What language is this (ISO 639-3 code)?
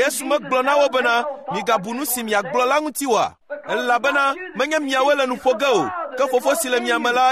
ewe